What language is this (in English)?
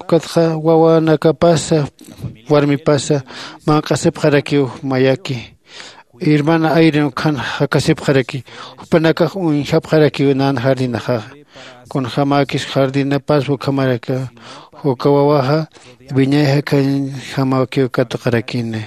Aymara